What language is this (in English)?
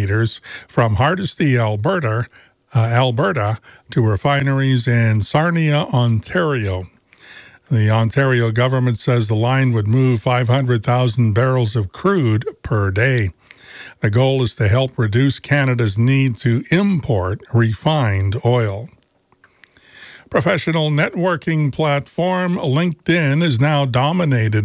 English